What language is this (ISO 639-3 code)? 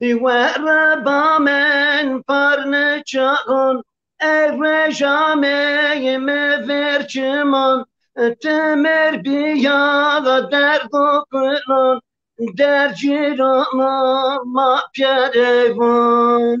zza